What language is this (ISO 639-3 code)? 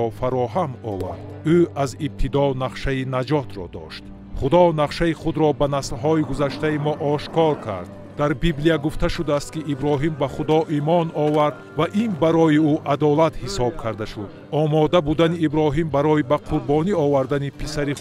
tgk